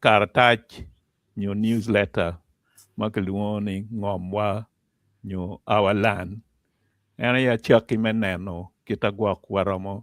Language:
Acoli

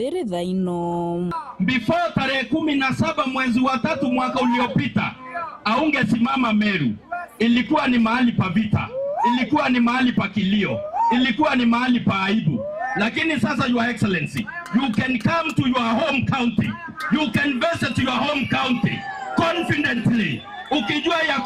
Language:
Meru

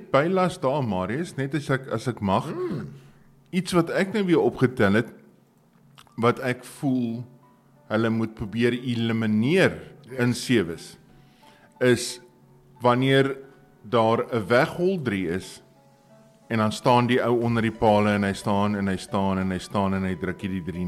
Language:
Afrikaans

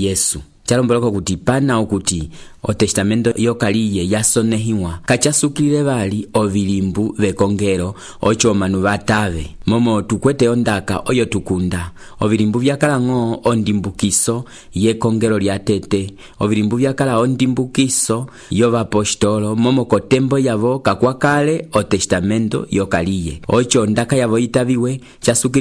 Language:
Umbundu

